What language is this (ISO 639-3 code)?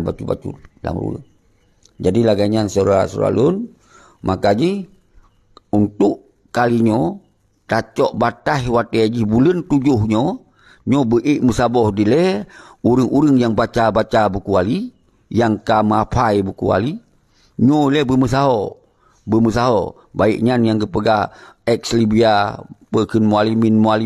ace